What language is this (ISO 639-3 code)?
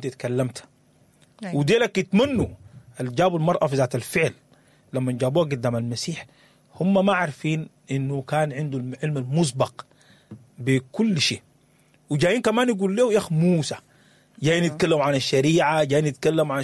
apd